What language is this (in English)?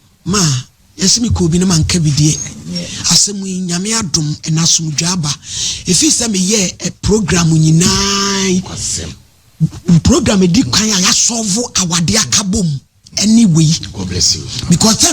Akan